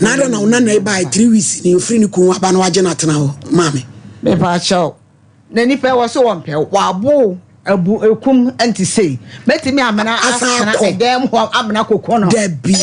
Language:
Akan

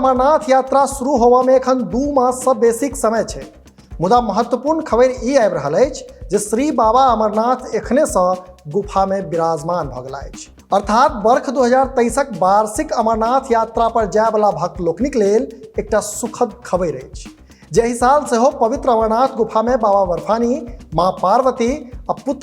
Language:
Maithili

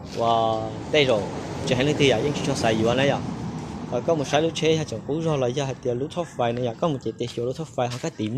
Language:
Hmong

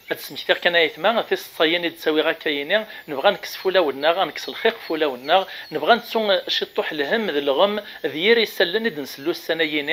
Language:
Kabyle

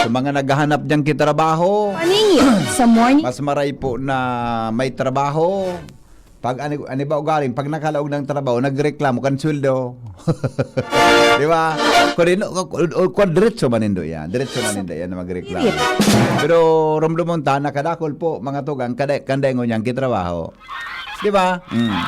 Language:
Bikol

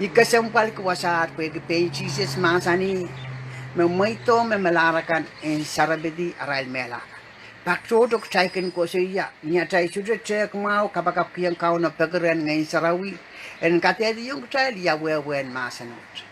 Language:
Pohnpeian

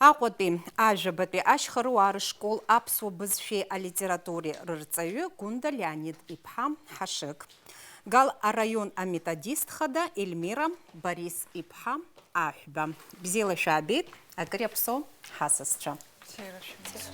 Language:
Abkhazian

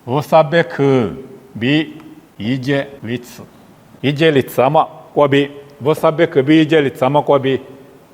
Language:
Lisu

